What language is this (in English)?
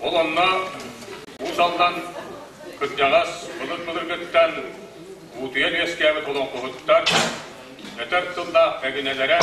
Yakut